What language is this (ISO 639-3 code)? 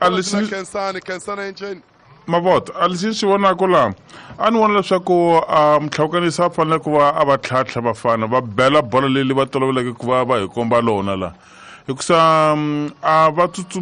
tso